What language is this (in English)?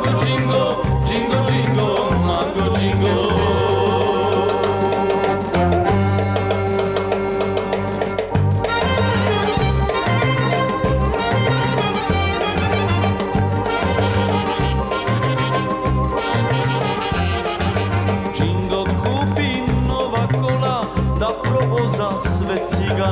Serbian